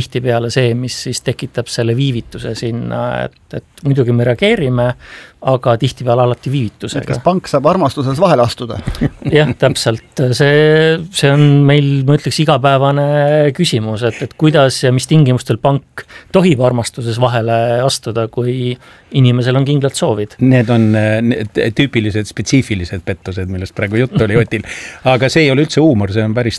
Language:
Estonian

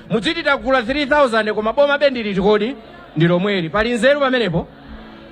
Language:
Nyanja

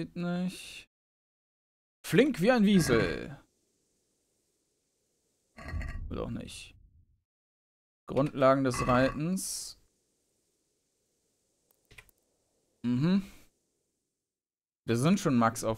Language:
German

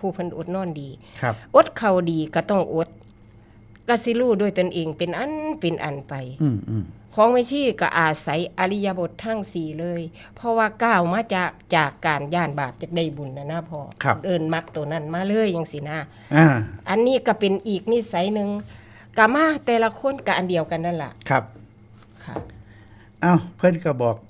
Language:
Northeastern Thai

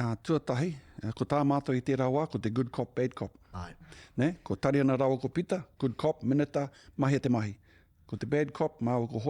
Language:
Māori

